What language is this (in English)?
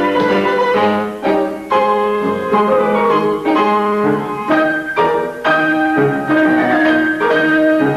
Russian